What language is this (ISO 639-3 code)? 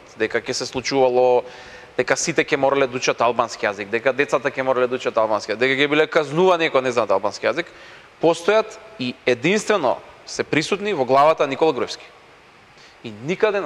mkd